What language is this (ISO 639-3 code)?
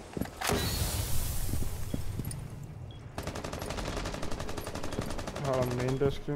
dan